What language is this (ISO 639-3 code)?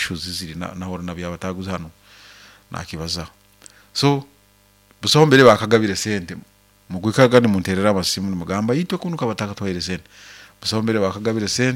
nyo